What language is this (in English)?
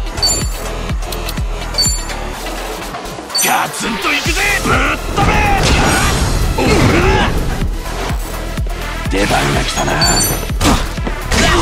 Japanese